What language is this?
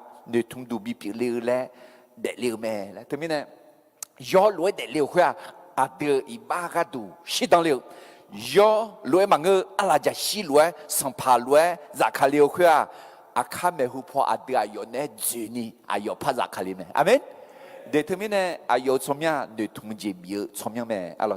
Akha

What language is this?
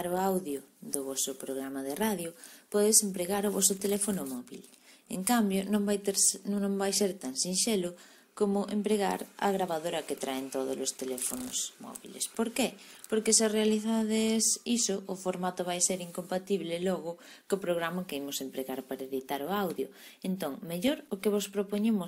Galician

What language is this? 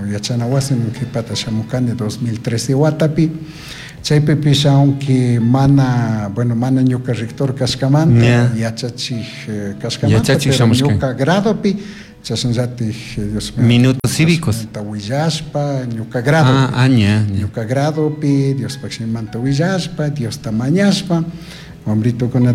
Chimborazo Highland Quichua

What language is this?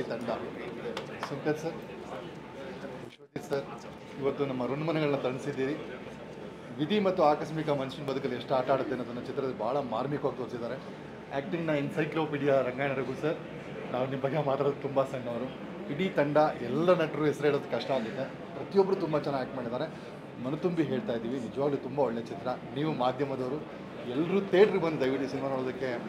Kannada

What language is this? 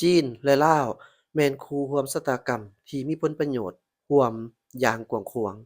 Lao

